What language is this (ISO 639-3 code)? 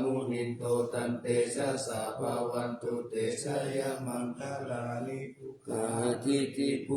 pli